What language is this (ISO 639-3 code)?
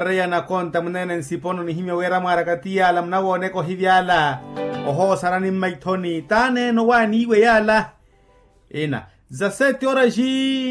vmw